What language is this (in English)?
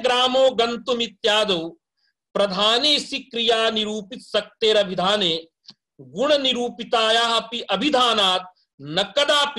Sanskrit